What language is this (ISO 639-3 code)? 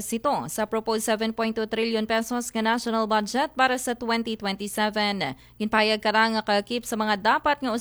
akl